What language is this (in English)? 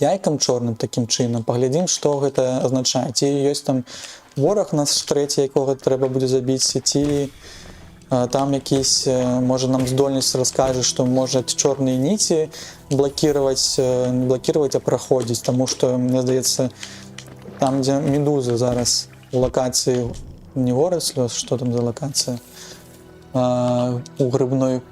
Belarusian